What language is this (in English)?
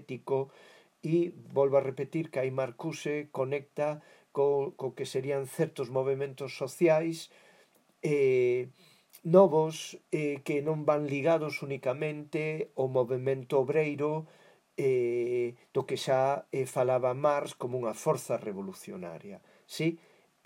Galician